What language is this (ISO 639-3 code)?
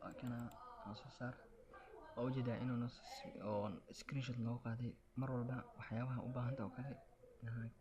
som